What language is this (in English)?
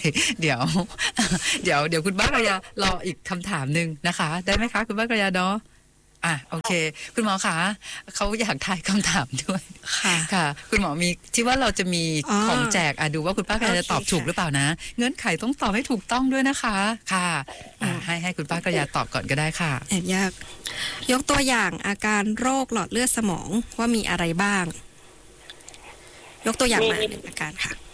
Thai